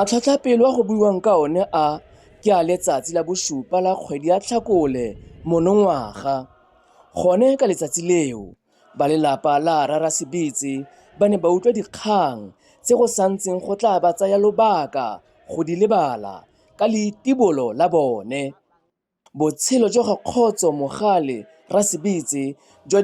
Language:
Tswana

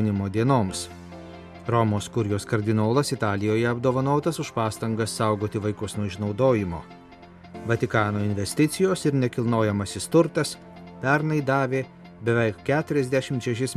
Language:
Lithuanian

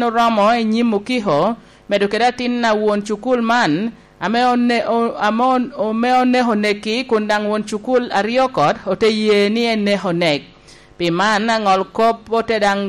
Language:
Lango (Uganda)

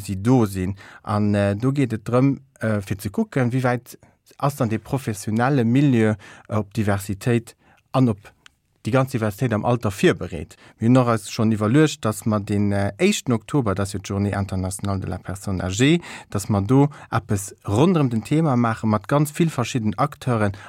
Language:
Luxembourgish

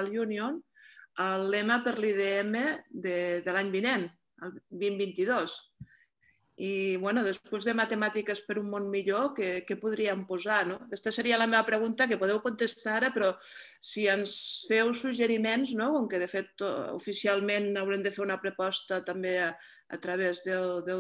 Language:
Catalan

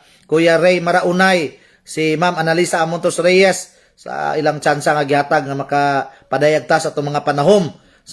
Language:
Cebuano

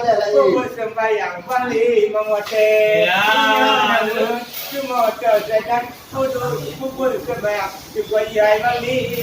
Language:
Achinese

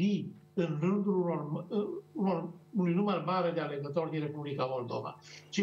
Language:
Romanian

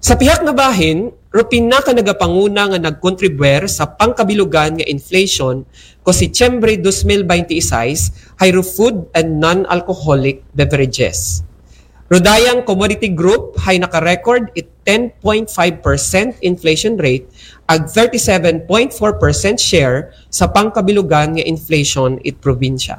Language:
Aklanon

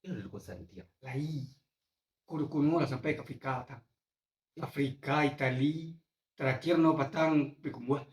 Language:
Minangkabau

